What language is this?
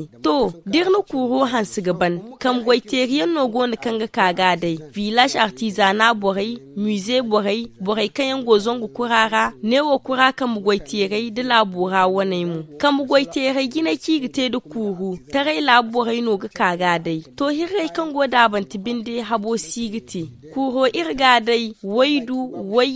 Zarma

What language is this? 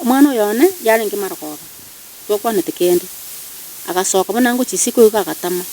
Gusii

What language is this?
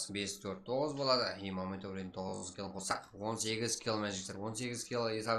Kara-Kalpak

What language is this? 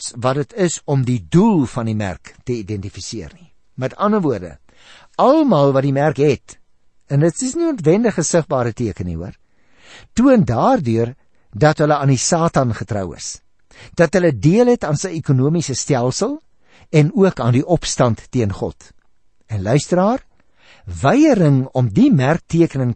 Afrikaans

